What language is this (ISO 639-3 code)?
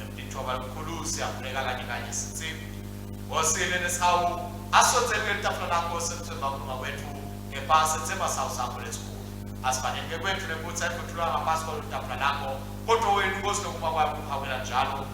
ssw